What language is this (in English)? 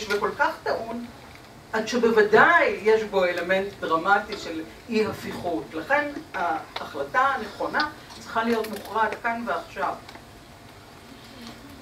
Hebrew